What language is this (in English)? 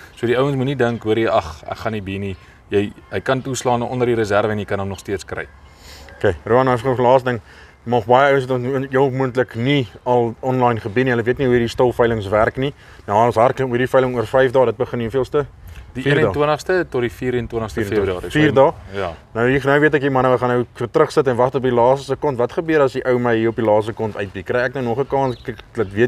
Afrikaans